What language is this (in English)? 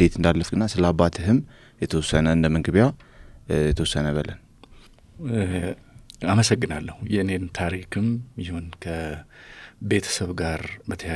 Amharic